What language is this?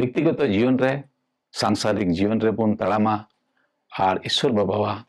Santali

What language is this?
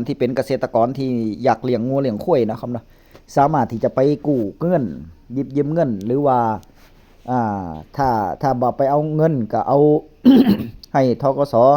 Northeastern Thai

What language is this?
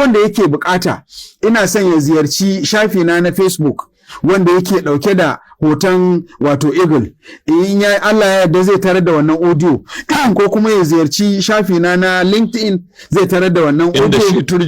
Hausa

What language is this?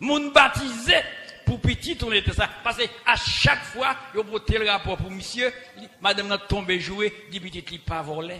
Haitian Creole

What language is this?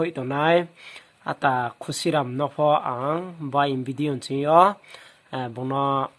Riang (India)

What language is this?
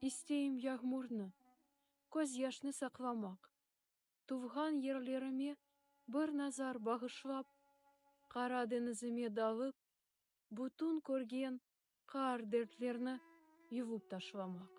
Crimean Tatar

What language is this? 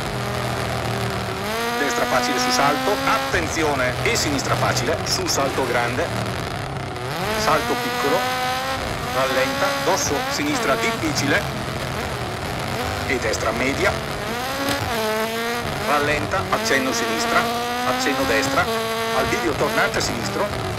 Italian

